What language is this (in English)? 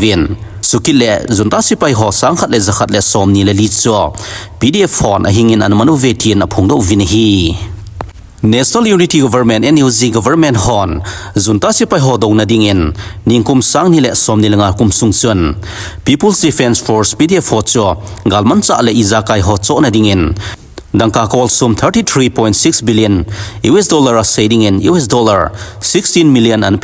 Thado Chin